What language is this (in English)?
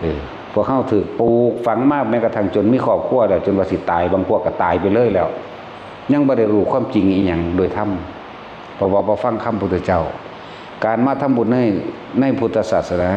Northeastern Thai